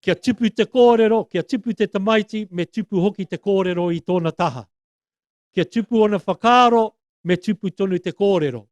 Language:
Māori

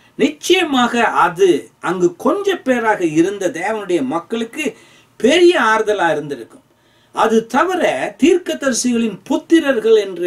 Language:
Tamil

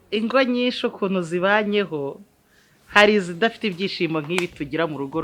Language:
Kinyarwanda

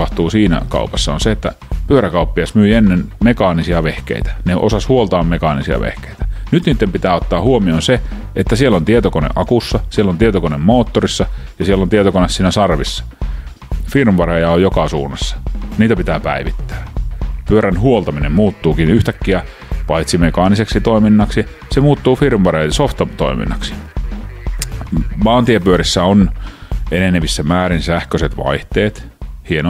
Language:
Finnish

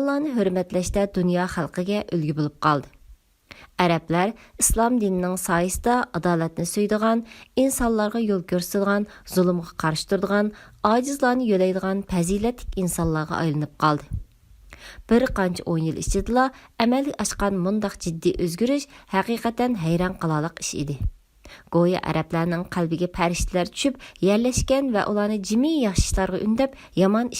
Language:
Uyghur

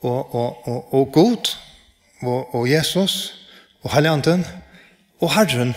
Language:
Faroese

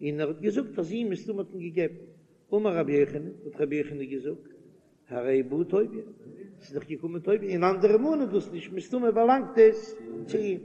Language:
Yiddish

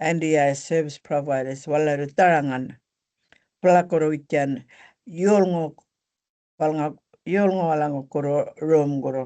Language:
Gumatj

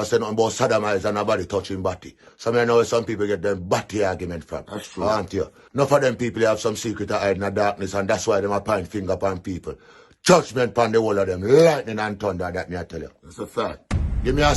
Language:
Jamaican Creole English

